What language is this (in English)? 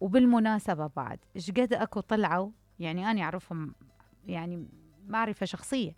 Mesopotamian Arabic